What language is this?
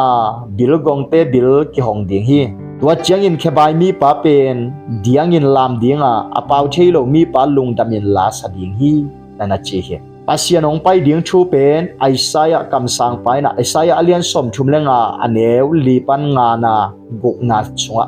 Tedim Chin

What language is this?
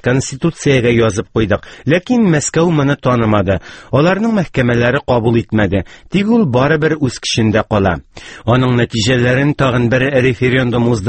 Tatar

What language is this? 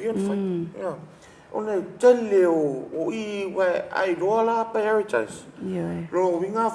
Samoan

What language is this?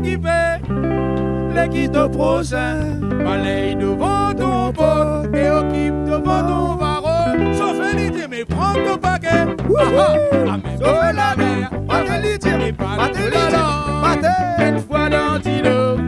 Réunion Creole French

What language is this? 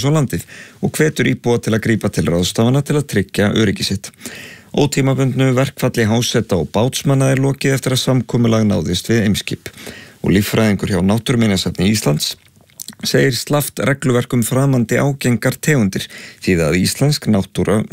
Icelandic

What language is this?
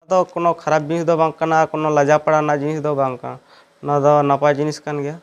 Santali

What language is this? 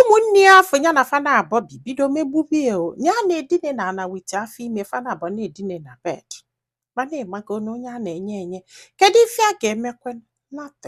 Igbo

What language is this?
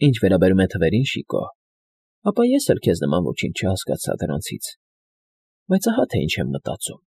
Armenian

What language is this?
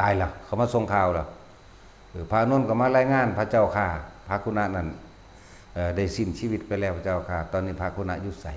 Lao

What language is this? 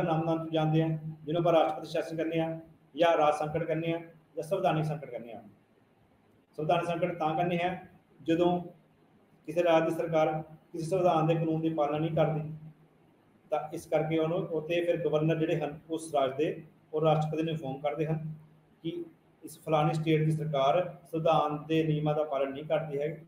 Punjabi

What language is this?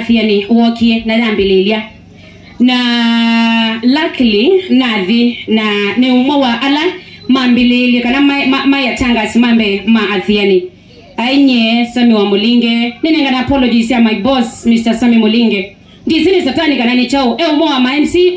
Kamba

